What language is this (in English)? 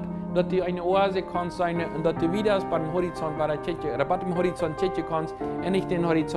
Plautdietsch